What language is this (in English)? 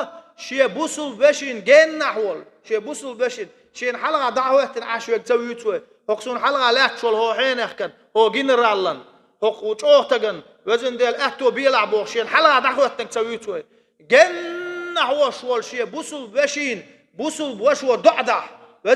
Chechen